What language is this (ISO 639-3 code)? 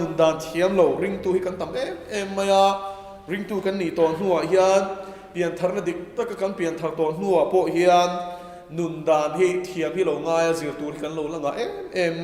lus